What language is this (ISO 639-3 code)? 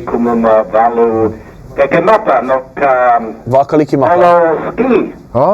haw